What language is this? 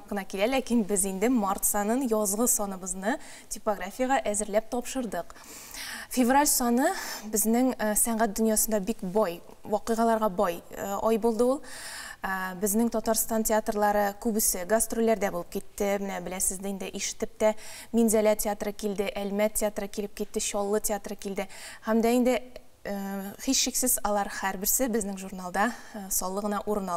Tatar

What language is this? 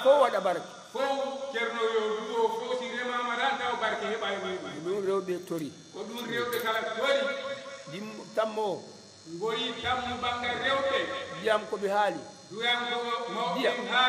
Fula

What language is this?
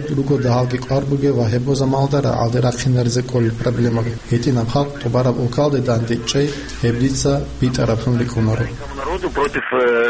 Avaric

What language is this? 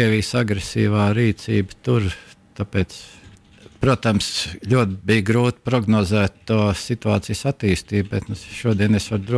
Latvian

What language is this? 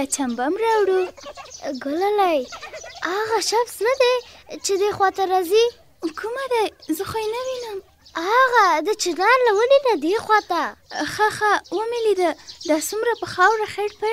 Pashto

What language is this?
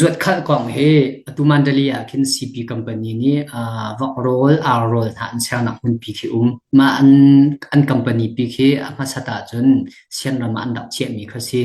Hakha Chin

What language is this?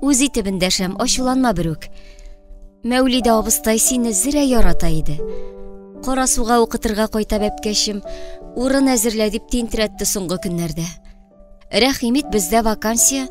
Tatar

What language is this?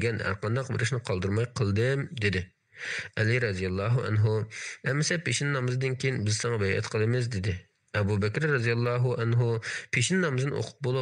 Uyghur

